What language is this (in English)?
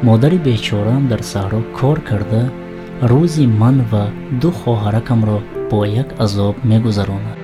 Tajik